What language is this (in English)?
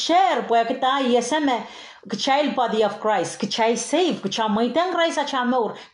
Pohnpeian